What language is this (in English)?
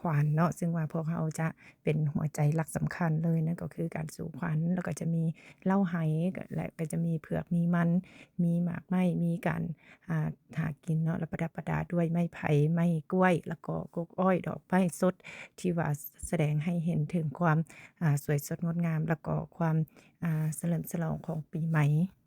Lao